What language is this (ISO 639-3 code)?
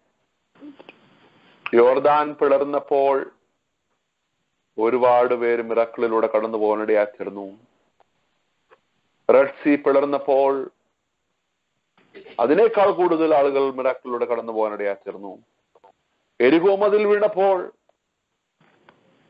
mal